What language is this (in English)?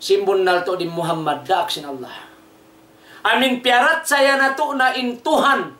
Tausug